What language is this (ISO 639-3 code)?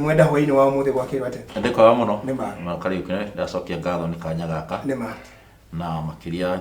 kik